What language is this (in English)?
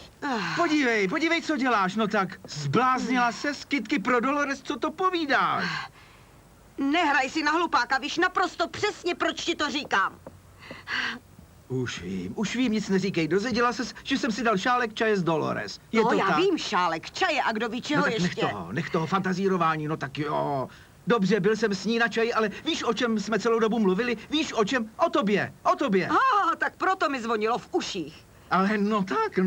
Czech